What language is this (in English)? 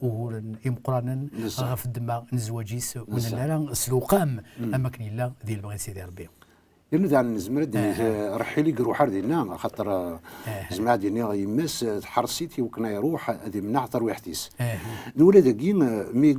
Kabyle